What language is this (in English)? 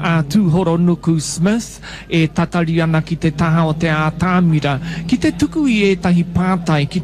Māori